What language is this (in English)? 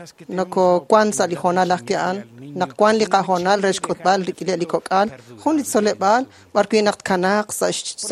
Kekchí